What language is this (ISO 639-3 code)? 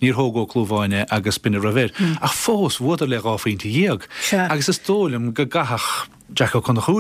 gle